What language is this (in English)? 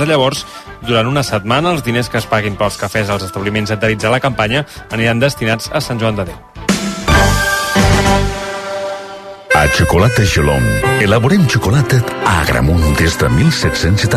Catalan